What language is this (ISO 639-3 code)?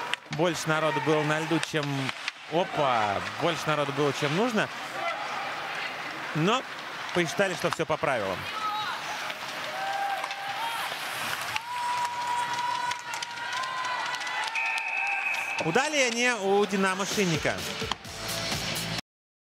rus